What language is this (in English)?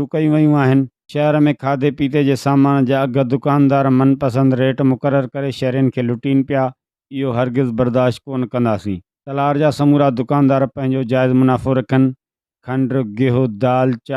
Sindhi